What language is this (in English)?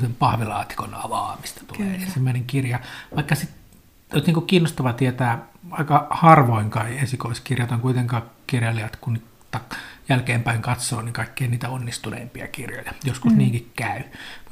Finnish